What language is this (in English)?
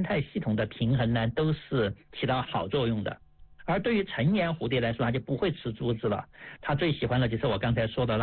Chinese